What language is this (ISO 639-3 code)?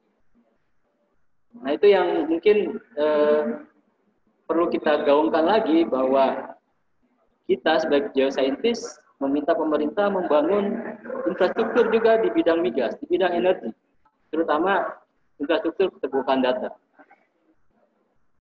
ind